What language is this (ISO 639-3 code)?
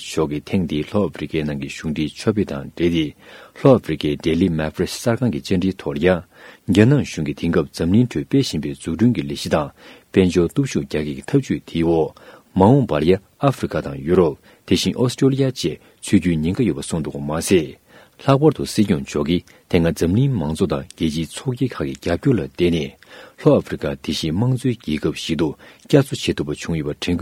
bod